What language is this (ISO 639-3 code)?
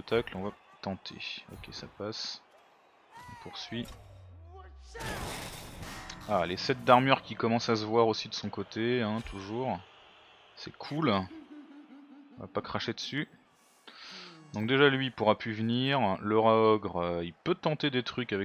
fra